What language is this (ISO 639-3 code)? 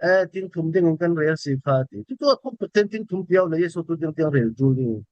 cfm